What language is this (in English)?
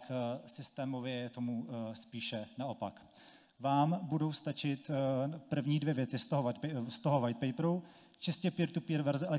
Czech